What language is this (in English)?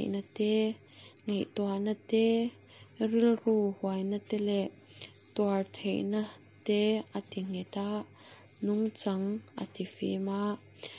Mizo